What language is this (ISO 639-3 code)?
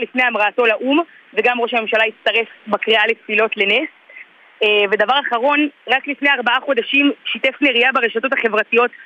heb